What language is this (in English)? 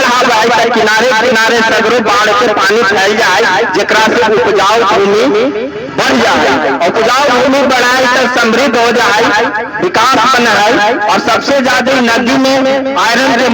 Magahi